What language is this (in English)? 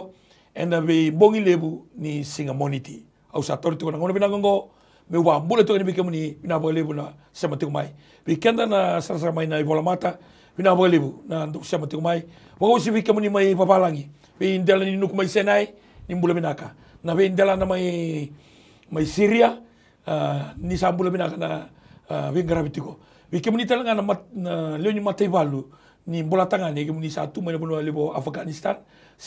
Fijian